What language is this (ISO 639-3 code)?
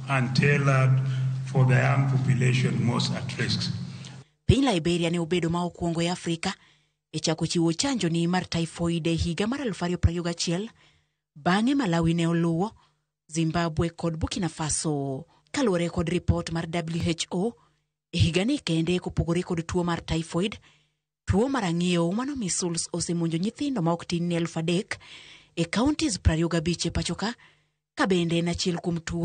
luo